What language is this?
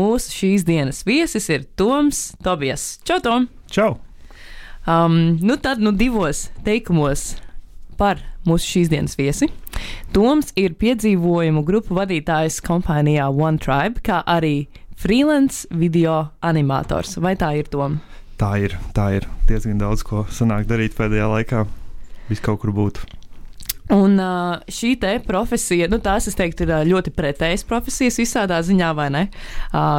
Latvian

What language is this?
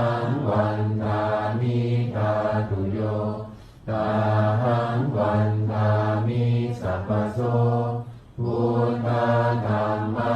Pali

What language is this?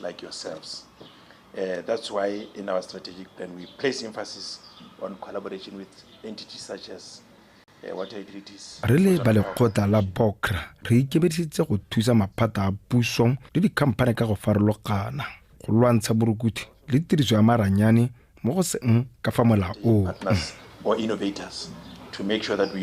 Tswana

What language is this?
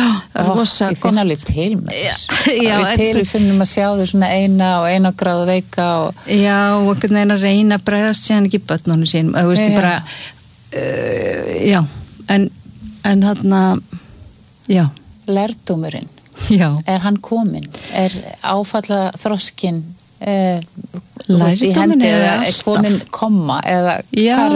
Icelandic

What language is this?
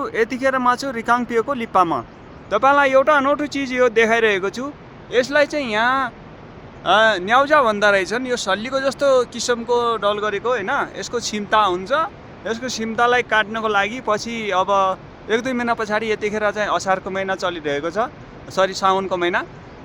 Nepali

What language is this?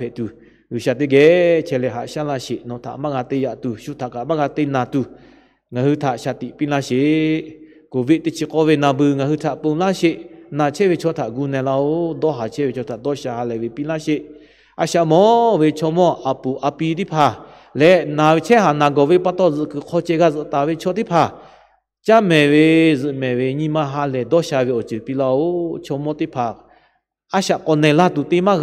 Lahu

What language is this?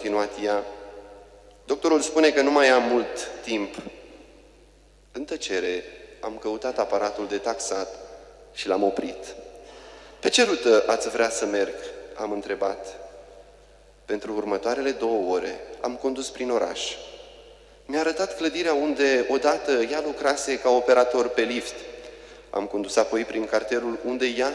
Romanian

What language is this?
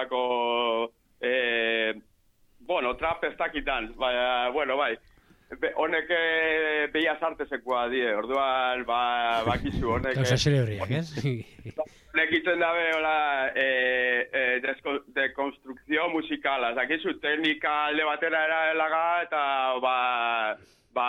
Basque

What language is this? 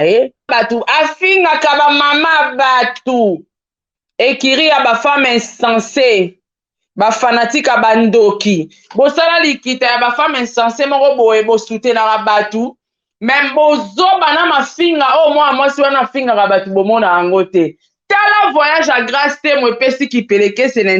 Lingala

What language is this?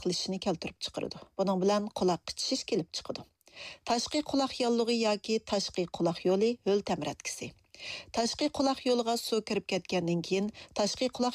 Uyghur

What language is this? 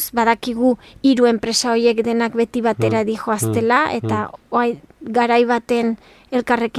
Basque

